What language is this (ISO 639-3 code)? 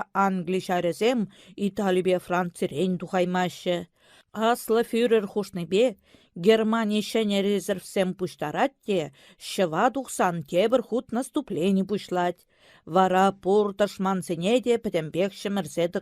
chv